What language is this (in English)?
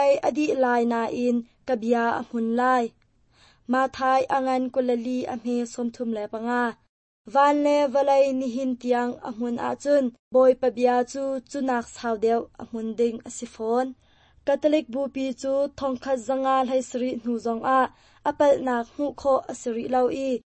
Hakha Chin